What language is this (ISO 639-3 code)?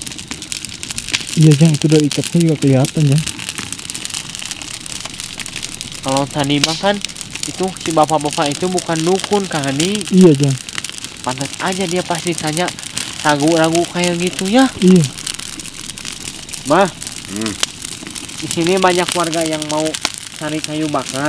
ind